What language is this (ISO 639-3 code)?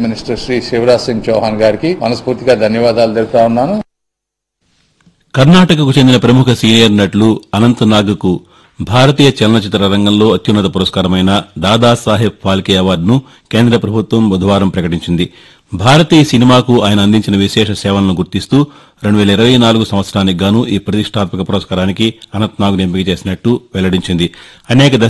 tel